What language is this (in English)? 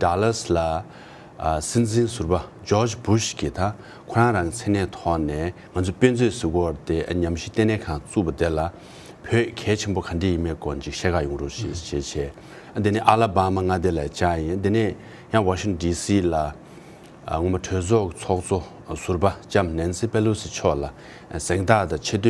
Tibetan